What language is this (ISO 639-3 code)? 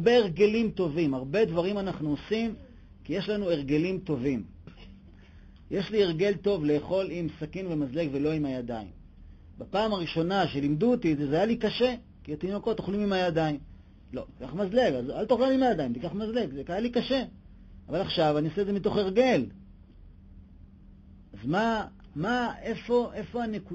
heb